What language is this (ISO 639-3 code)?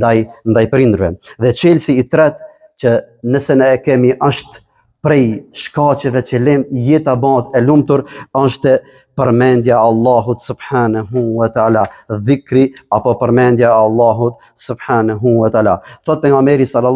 sqi